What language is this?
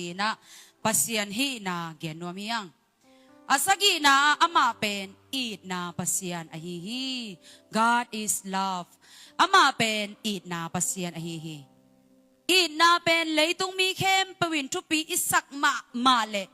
Tedim Chin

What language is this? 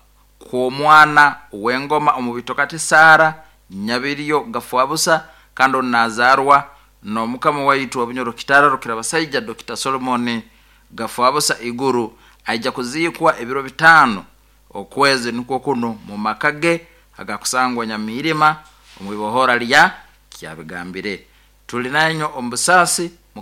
Nyoro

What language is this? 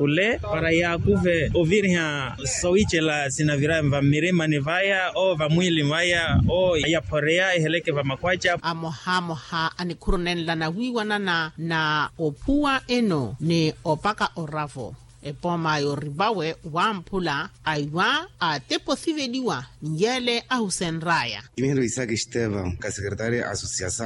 Makhuwa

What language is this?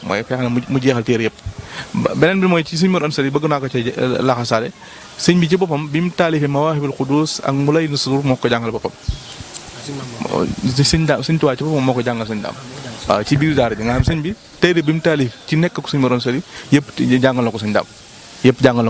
Wolof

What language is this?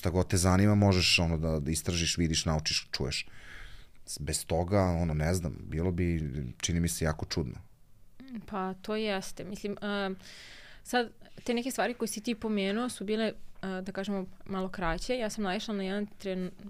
Serbian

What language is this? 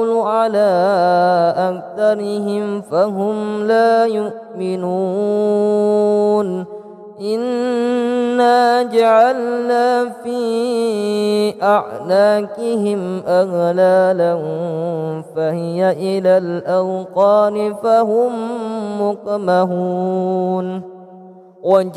Arabic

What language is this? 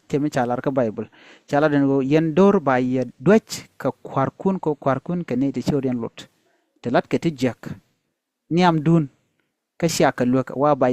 Nuer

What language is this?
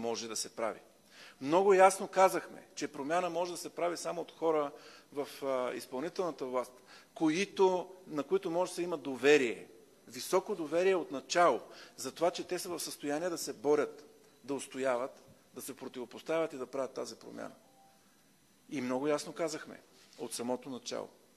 Bulgarian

